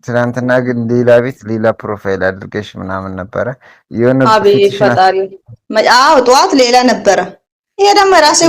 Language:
Amharic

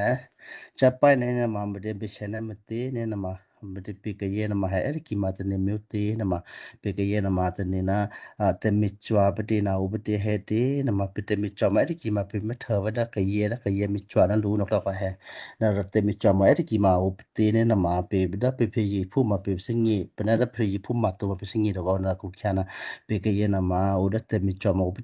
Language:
Western Kayah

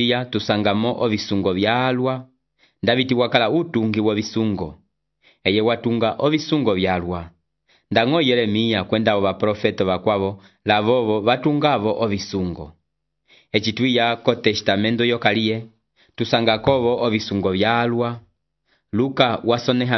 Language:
Umbundu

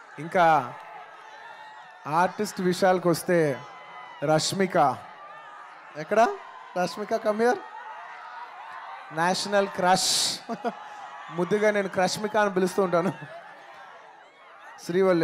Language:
Telugu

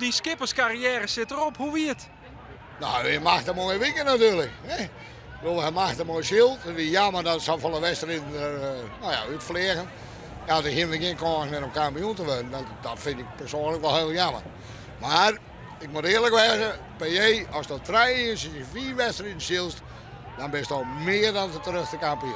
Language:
Western Frisian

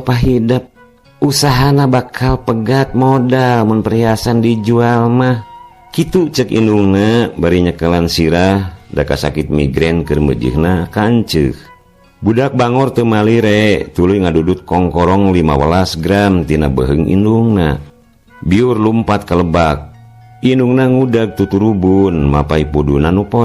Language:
Sundanese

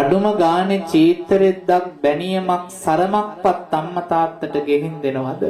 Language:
Sinhala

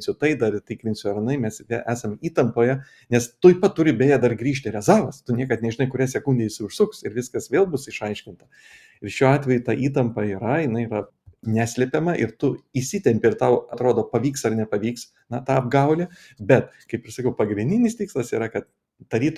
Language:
Lithuanian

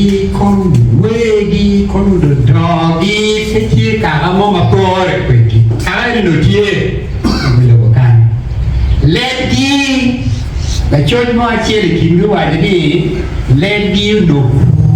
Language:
Acoli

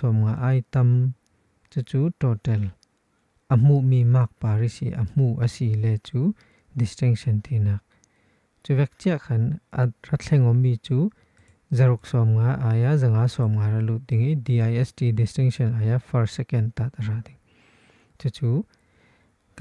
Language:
Falam Chin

